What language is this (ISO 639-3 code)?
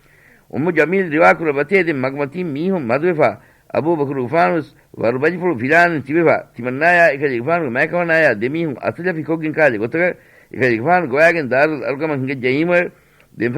div